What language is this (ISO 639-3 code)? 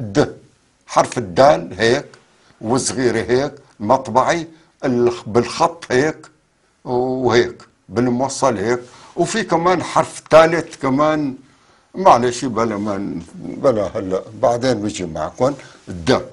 apc